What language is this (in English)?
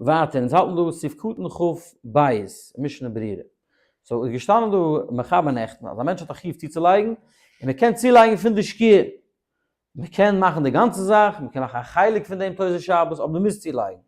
Yiddish